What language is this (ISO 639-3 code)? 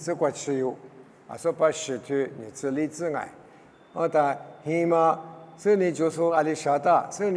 lis